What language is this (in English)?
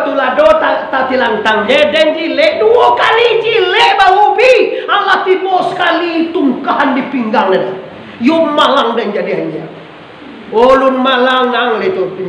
Minangkabau